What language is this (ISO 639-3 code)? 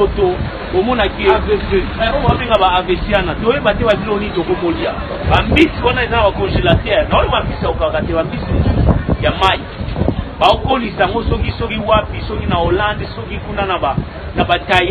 lin